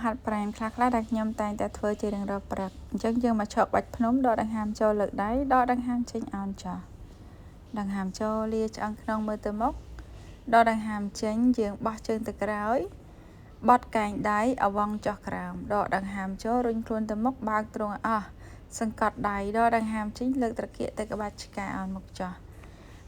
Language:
Khmer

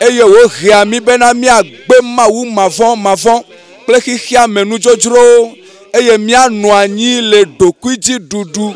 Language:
Ewe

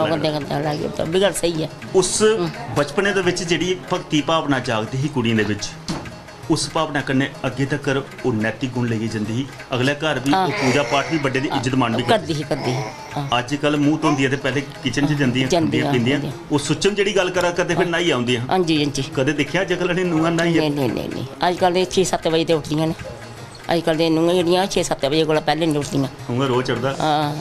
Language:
Dogri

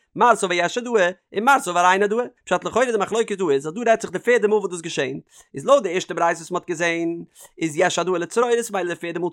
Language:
Yiddish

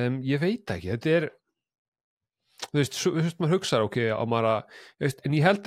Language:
Icelandic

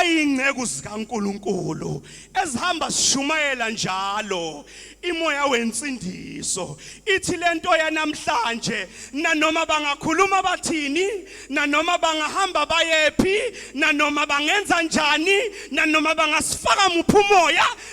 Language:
Zulu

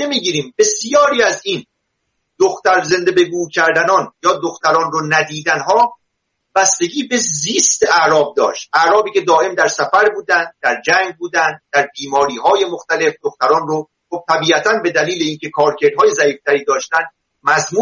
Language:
Persian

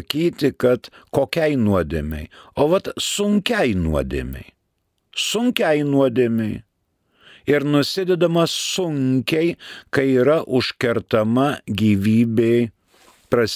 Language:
Lithuanian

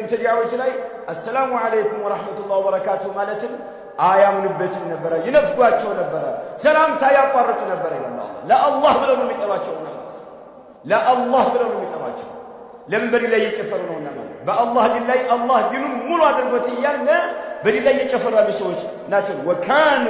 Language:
Amharic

